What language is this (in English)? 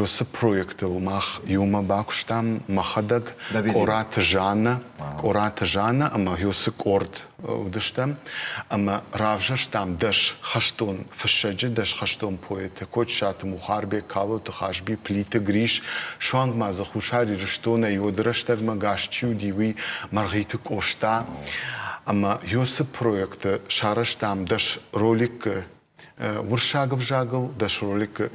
Ossetic